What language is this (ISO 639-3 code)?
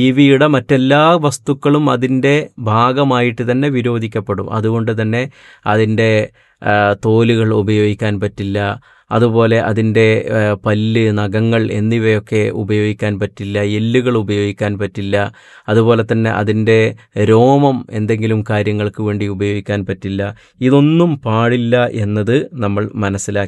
mal